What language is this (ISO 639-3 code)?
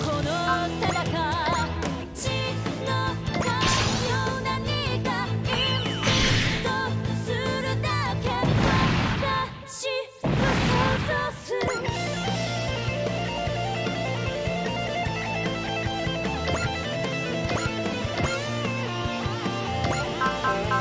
jpn